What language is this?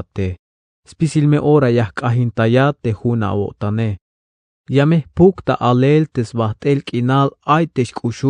Tzeltal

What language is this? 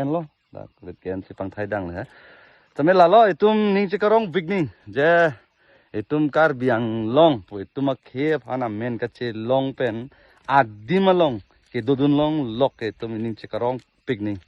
Karbi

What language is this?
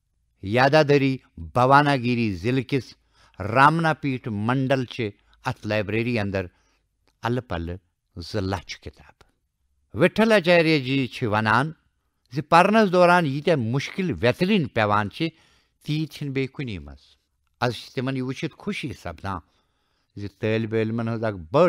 Kashmiri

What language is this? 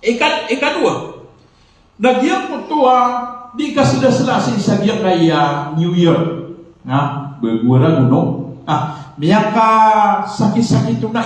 Maranao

